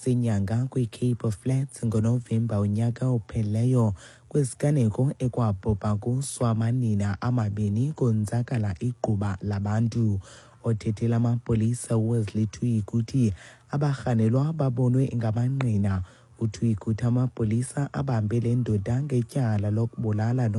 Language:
Xhosa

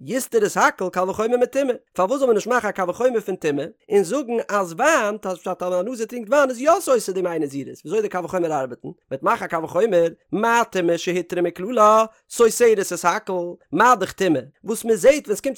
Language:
Yiddish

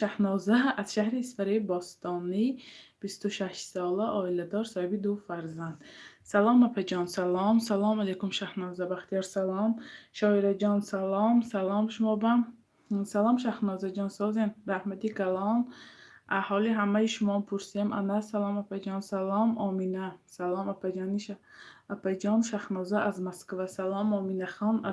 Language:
Tajik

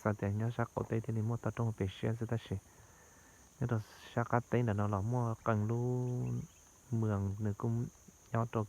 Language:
Hmong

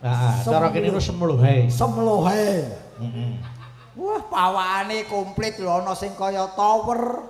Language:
Javanese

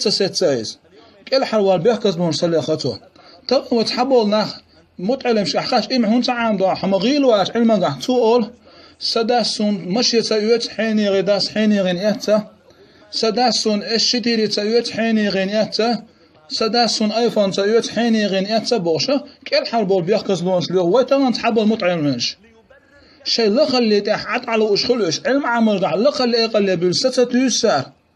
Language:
Chechen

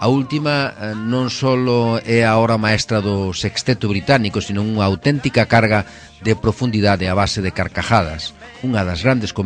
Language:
Galician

